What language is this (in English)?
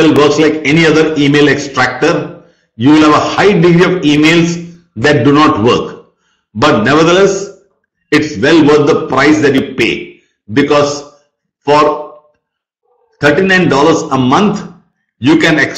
English